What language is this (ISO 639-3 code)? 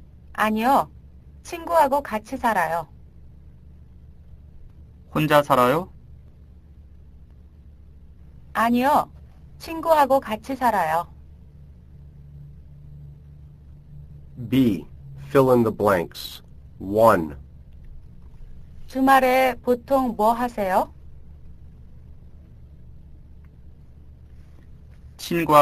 kor